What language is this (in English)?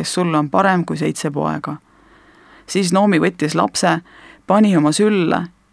Estonian